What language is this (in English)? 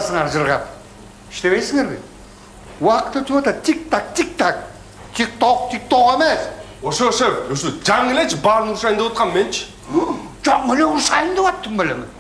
Kyrgyz